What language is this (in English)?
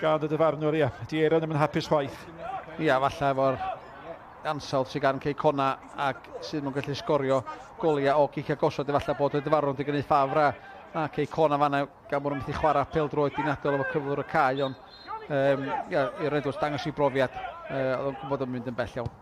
Welsh